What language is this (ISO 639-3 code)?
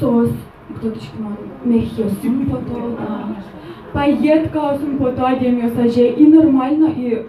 udm